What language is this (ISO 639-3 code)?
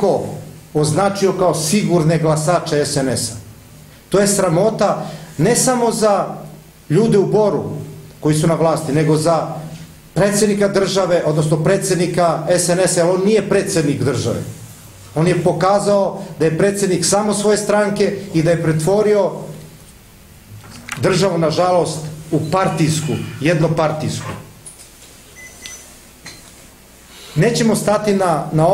srp